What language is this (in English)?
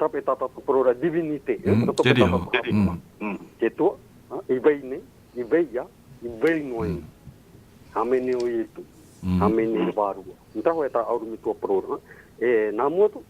Tahitian